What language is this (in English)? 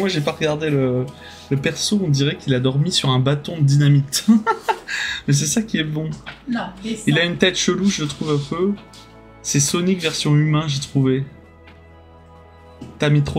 French